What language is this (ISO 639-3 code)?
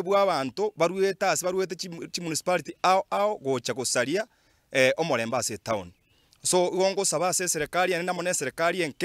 guz